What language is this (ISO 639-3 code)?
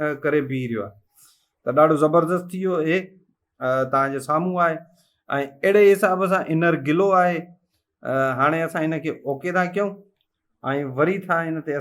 snd